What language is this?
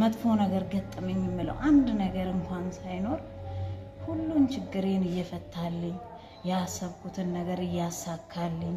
Amharic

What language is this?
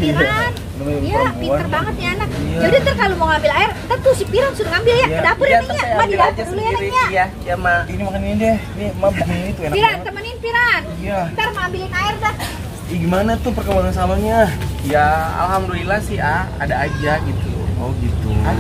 Betawi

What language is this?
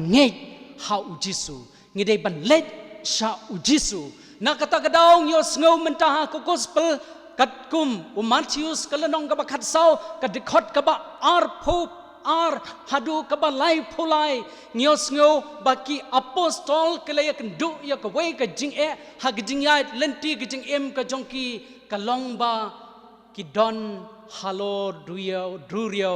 Khasi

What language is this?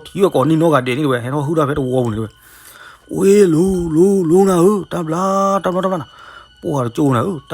S'gaw Karen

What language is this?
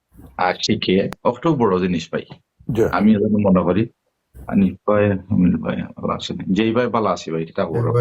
Sylheti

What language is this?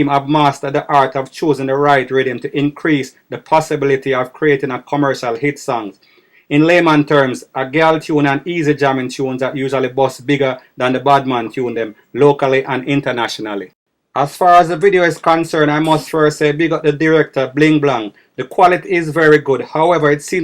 Jamaican Creole English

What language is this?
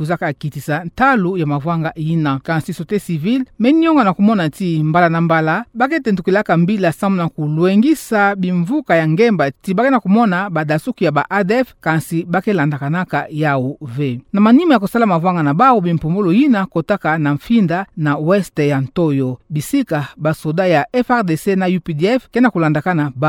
Kituba (Democratic Republic of Congo)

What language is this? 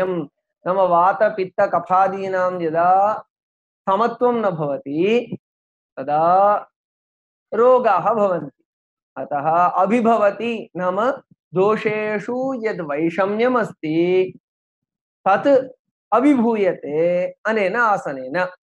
Sanskrit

